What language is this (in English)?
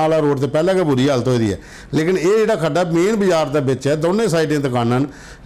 Dogri